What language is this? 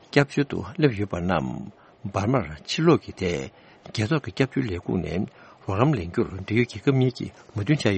Tibetan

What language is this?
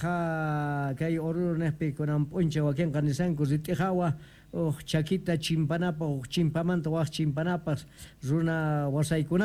South Bolivian Quechua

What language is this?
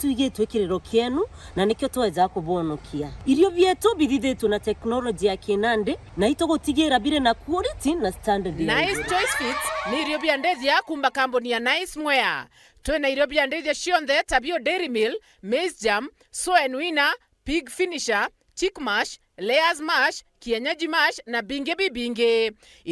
Meru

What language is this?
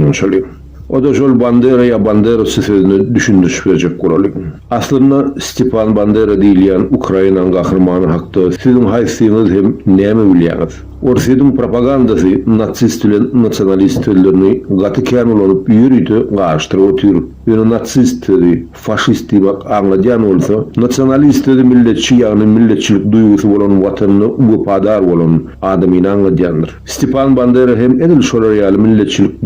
Turkmen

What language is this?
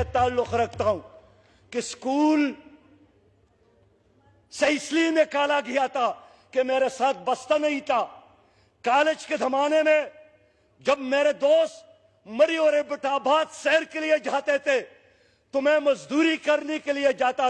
Urdu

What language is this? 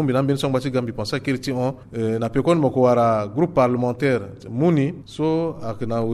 Sango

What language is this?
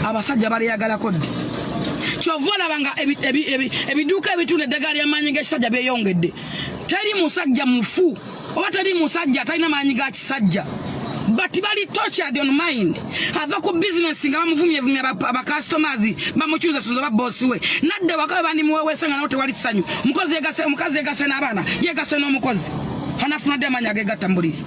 Ganda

